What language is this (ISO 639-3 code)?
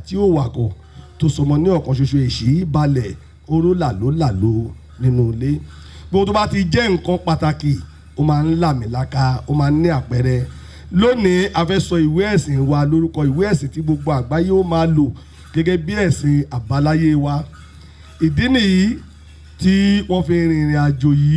yor